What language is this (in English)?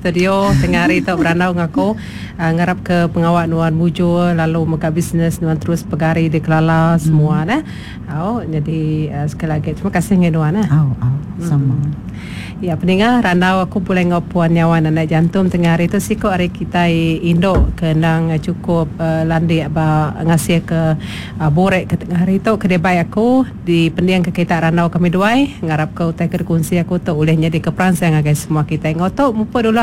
Iban